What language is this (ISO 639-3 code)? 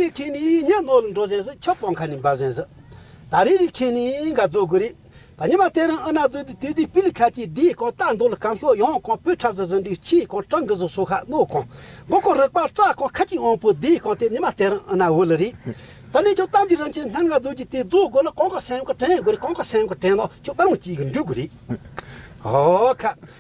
bod